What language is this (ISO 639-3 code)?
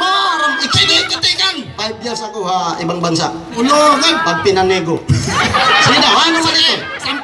war